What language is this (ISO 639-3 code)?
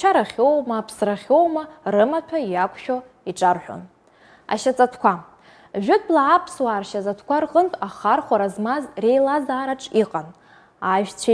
abk